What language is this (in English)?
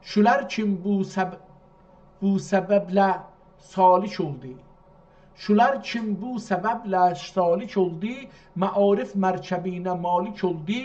South Azerbaijani